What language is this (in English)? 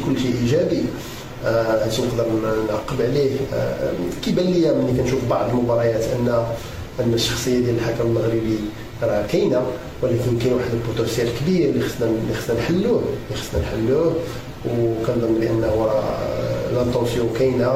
Moroccan Arabic